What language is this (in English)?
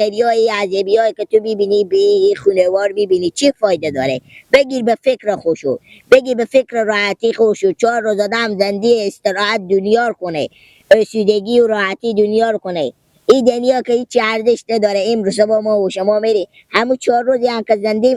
Persian